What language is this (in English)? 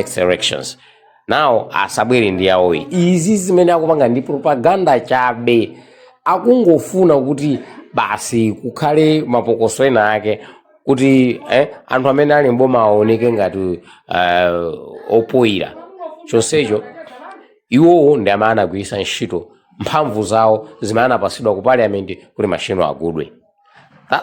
Nyanja